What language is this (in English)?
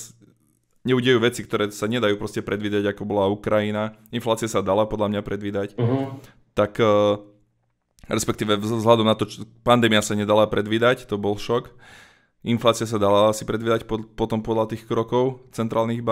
Slovak